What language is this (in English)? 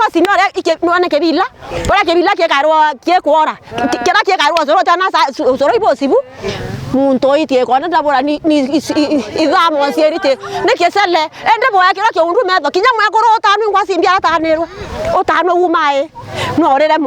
Meru